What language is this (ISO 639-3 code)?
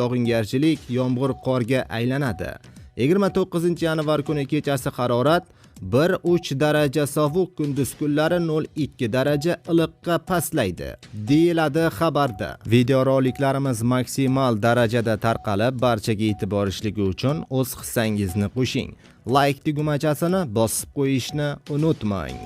uzb